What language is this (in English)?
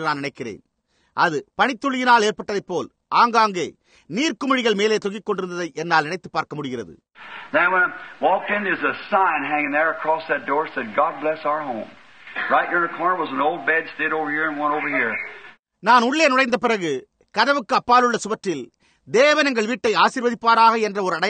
Tamil